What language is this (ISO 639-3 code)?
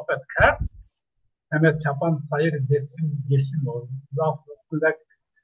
zza